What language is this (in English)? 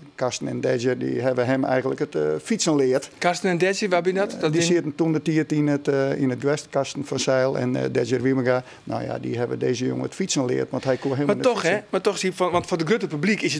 Western Frisian